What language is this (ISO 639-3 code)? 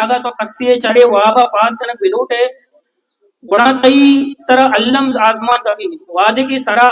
bal